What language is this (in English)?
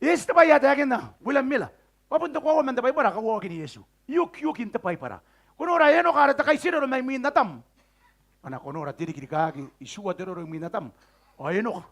Gilbertese